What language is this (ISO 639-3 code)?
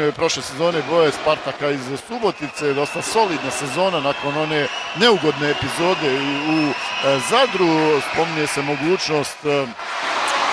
hrv